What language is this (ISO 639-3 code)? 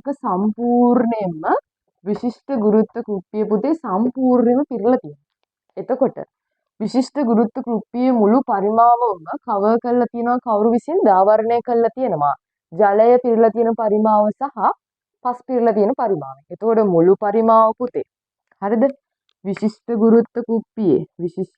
sin